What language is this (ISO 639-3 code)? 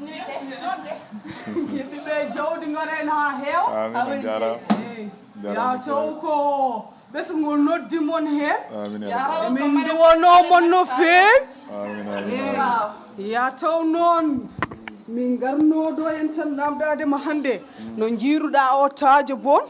ful